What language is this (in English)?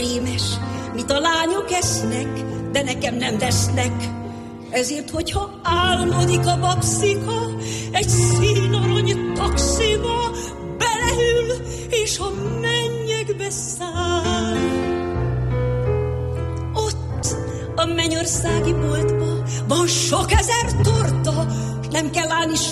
Hungarian